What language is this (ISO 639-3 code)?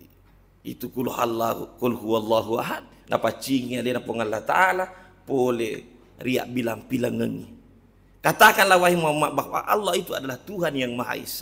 bug